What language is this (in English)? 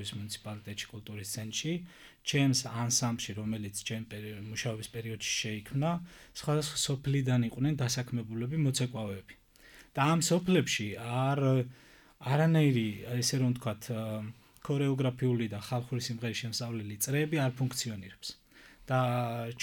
Georgian